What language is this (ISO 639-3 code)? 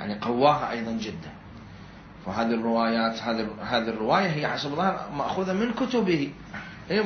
acm